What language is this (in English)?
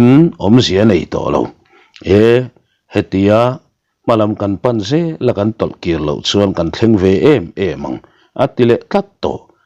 Mizo